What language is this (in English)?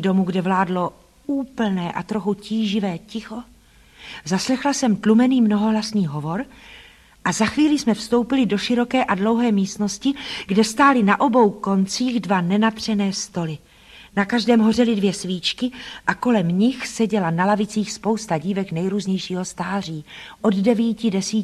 Czech